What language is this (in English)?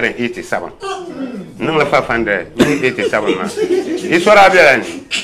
Dagbani